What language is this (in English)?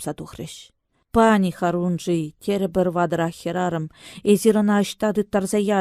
Chuvash